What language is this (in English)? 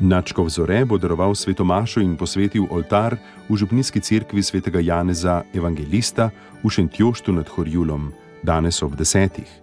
Slovenian